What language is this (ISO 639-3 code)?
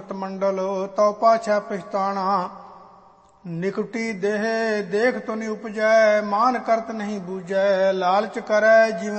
pan